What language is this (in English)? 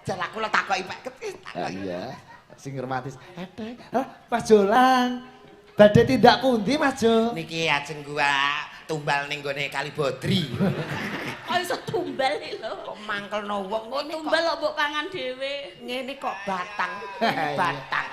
Javanese